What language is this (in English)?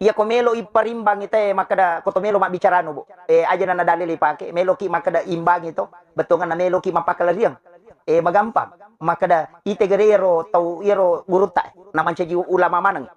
Buginese